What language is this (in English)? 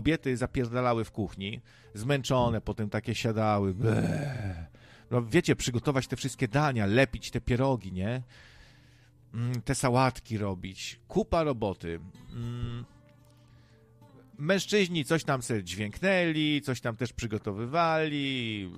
Polish